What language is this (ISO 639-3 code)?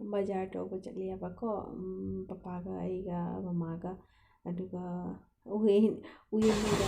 mni